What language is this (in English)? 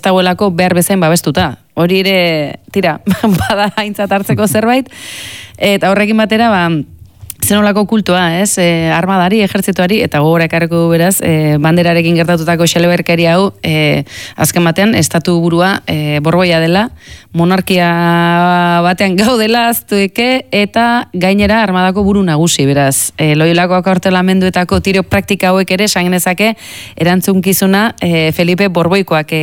Basque